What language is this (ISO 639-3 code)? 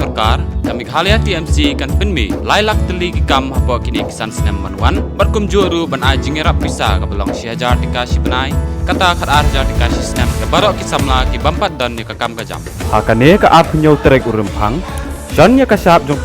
kha